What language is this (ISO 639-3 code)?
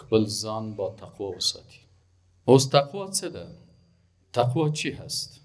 fas